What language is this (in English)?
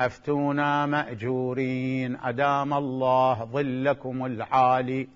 Mesopotamian Arabic